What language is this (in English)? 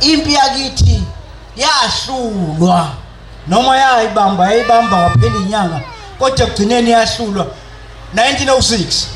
Zulu